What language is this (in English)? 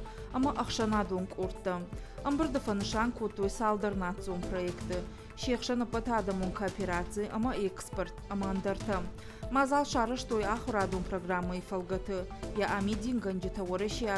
Ossetic